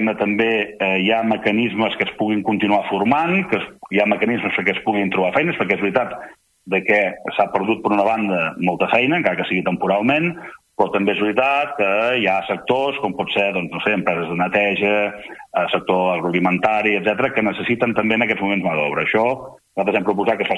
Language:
Catalan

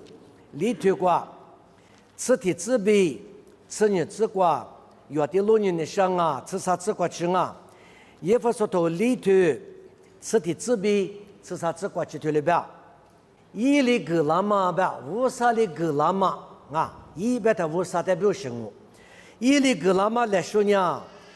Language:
Lisu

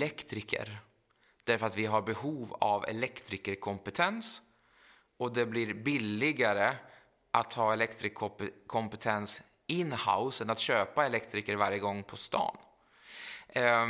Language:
Swedish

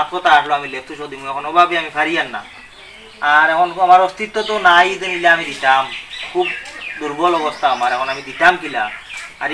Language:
Sylheti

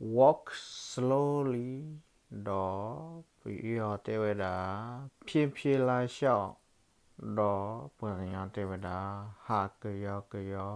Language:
S'gaw Karen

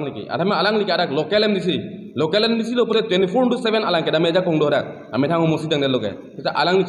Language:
Karbi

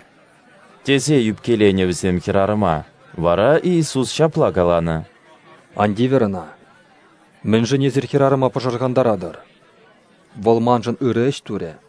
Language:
Chuvash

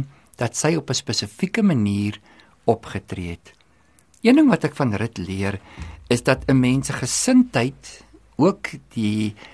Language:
Afrikaans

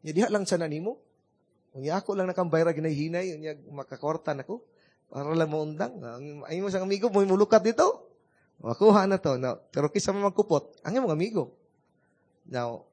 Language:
Cebuano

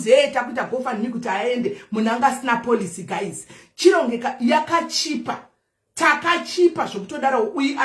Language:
Shona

